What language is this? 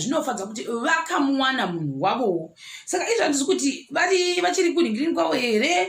Shona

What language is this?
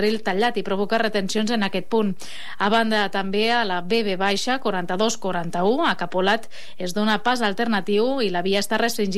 Catalan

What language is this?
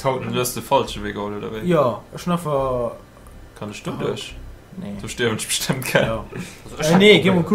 Luxembourgish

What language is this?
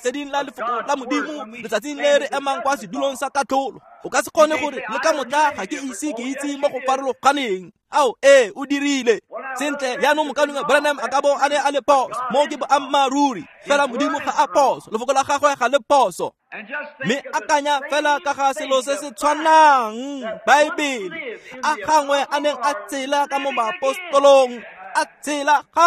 Tswana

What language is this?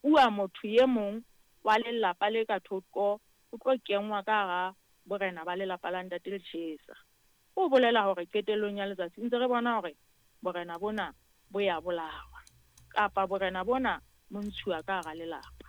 Southern Sotho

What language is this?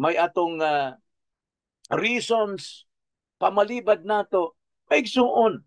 Cebuano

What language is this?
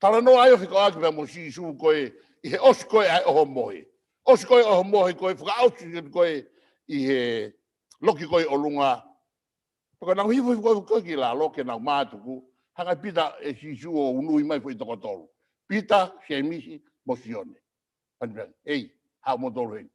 Tongan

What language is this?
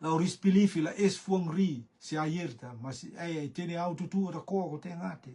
Rotuman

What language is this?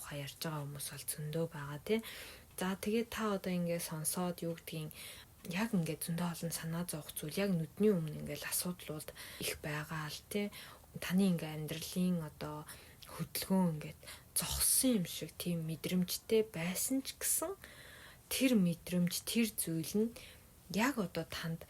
Mongolian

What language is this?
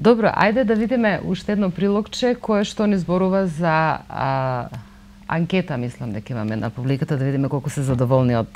Macedonian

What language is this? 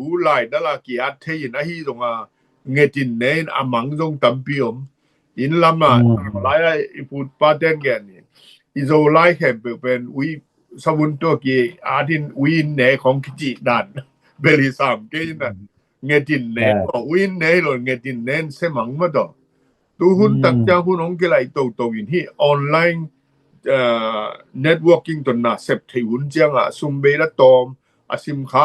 Tedim Chin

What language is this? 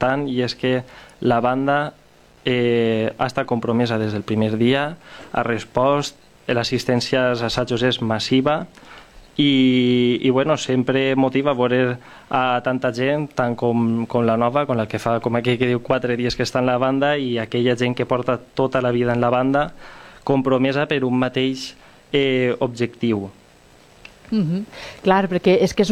Catalan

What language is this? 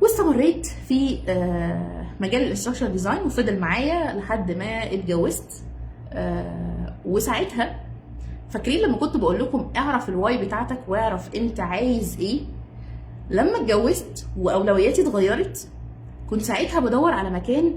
Egyptian Arabic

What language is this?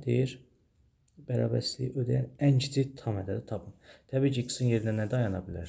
Azerbaijani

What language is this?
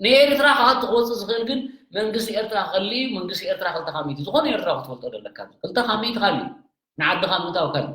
Tigrinya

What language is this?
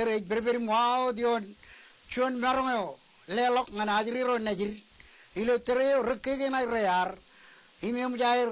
Marshallese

